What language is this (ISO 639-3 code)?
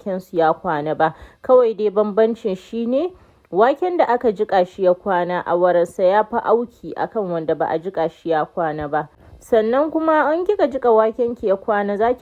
hau